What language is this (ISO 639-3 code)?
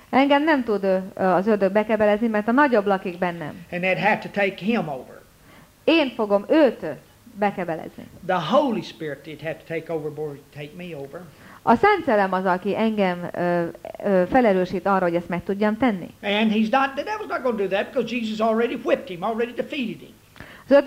hun